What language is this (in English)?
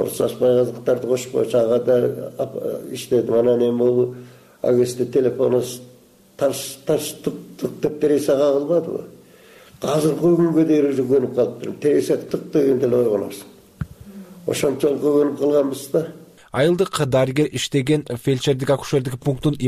Kyrgyz